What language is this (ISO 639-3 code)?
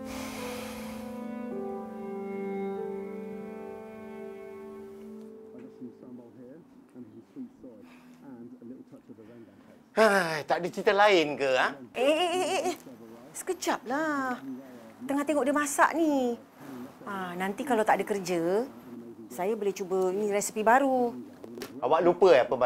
msa